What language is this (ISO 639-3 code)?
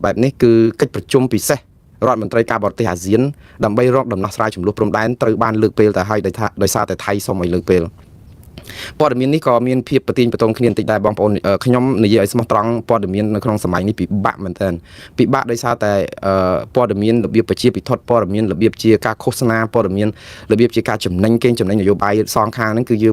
khm